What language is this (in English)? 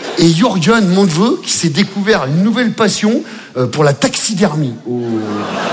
French